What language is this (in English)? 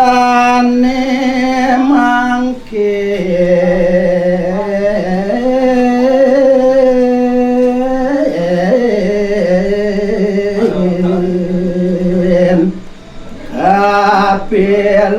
Balinese